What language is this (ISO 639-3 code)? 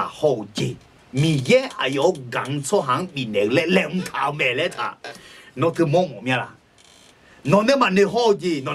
ahk